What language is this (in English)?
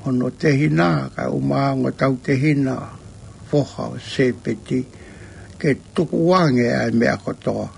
Tongan